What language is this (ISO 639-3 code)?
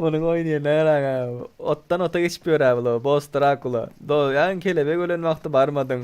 tuk